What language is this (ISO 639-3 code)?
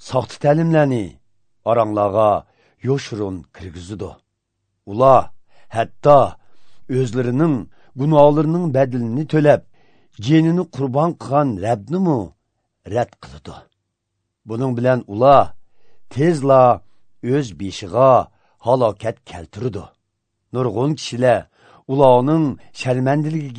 uzb